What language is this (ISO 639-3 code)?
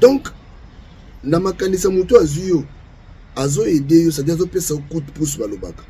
lin